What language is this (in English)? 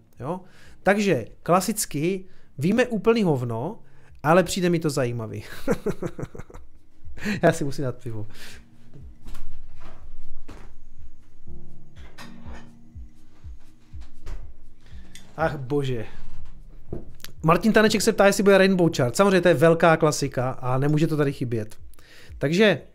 Czech